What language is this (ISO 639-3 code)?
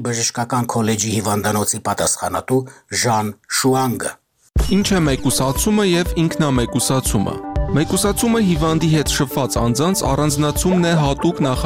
hye